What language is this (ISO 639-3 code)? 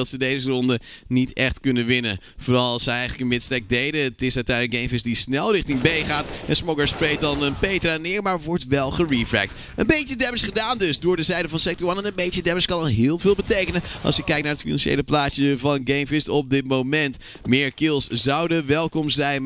nld